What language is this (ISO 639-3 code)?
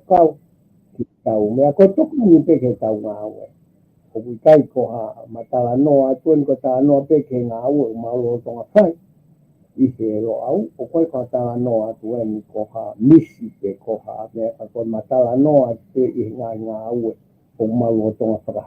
ton